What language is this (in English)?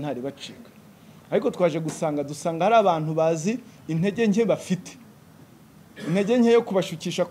Kinyarwanda